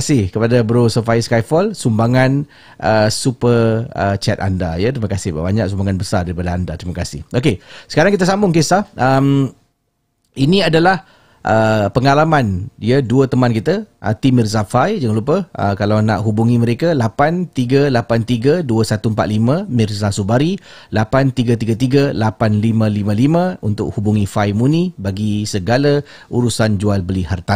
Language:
Malay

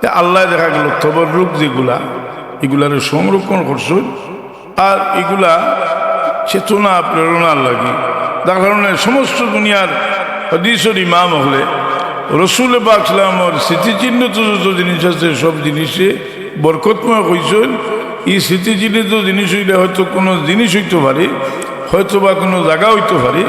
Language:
Sylheti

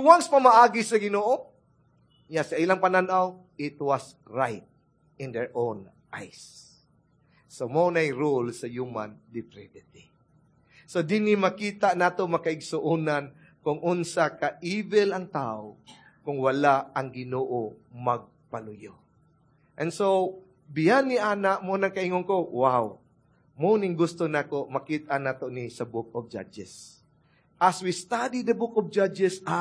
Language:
Cebuano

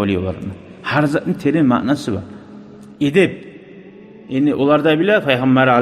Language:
Kumyk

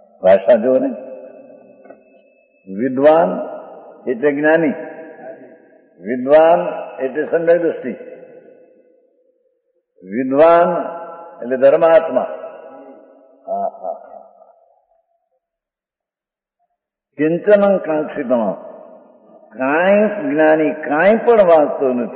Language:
Gujarati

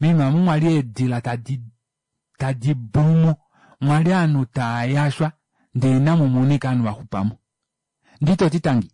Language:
Kuanyama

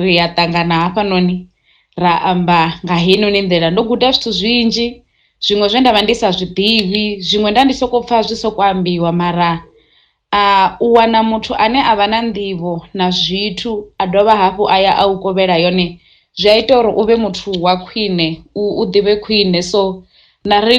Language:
Venda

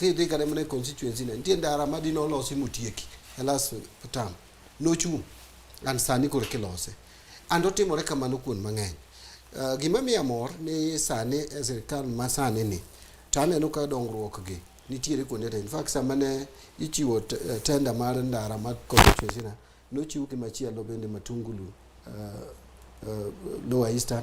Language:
Luo (Kenya and Tanzania)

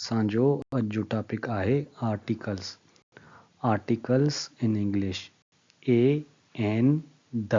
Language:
Sindhi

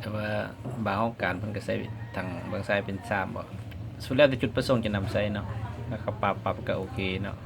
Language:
Lao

